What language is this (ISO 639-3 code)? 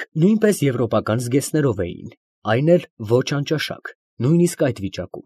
hye